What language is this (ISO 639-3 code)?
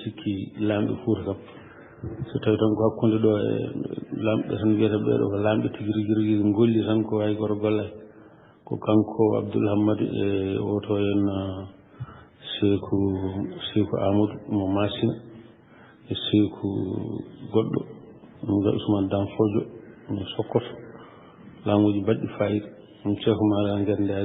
ful